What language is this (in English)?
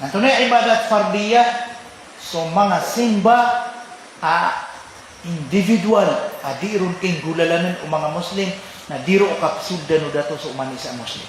Maranao